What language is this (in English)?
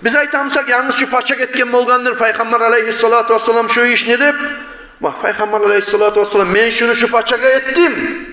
Kumyk